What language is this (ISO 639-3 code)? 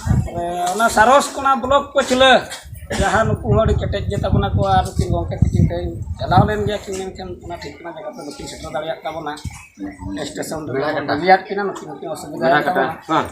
sat